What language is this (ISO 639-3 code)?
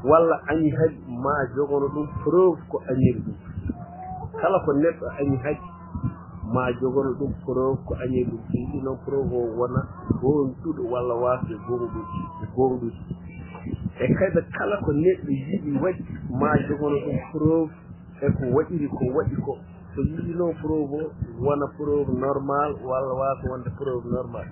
ful